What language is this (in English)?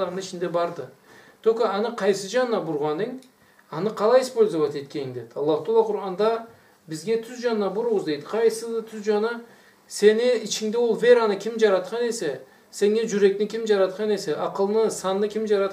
Karachay-Balkar